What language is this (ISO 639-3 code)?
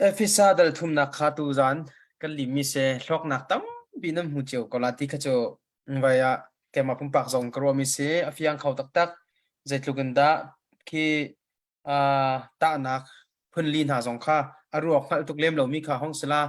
cnh